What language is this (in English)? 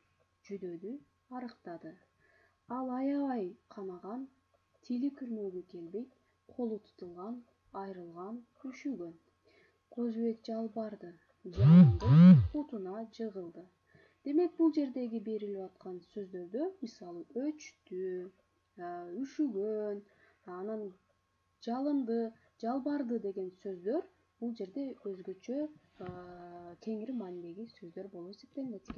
Kyrgyz